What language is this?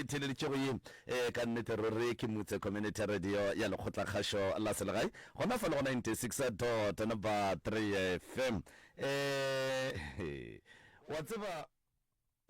Northern Sotho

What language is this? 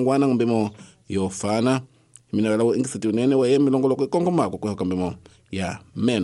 Tsonga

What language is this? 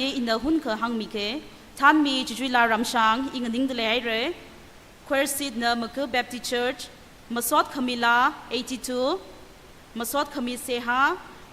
Tangkhul Naga (India)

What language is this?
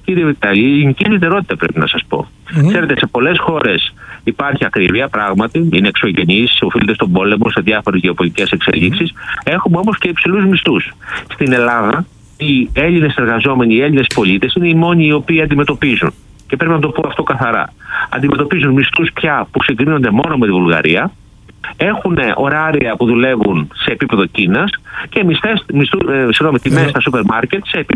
Greek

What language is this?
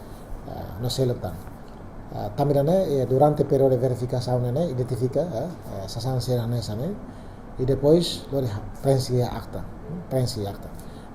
Tetum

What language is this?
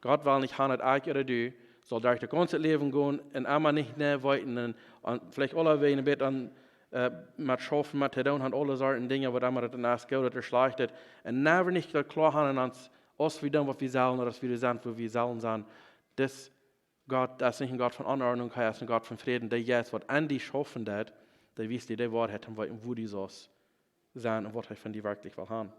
Plautdietsch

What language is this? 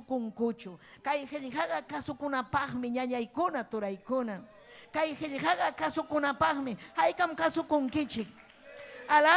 Ayacucho Quechua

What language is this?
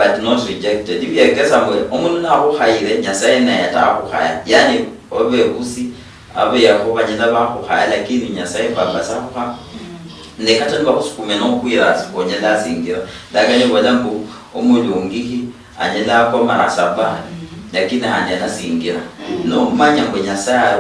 Luyia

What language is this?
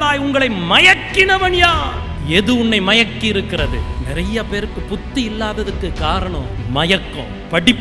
Tamil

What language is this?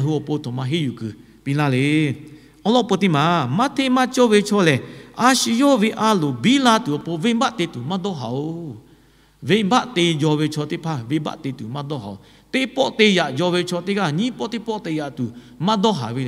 Lahu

